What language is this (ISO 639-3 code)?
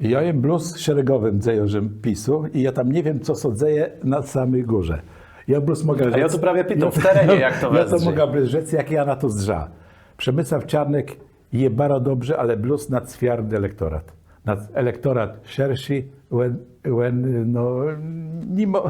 csb